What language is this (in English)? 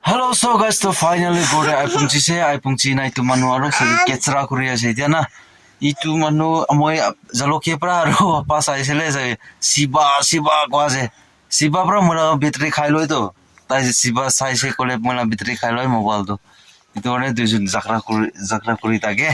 Naga Pidgin